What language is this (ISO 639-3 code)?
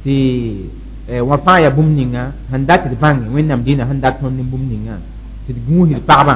mos